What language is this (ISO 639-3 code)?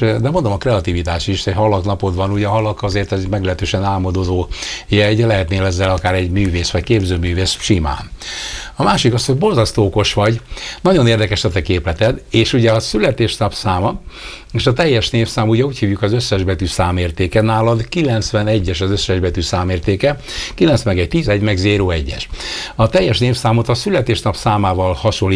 hun